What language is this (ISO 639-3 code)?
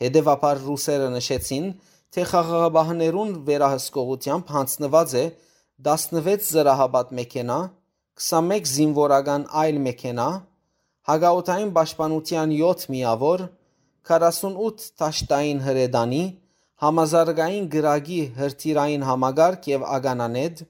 hyw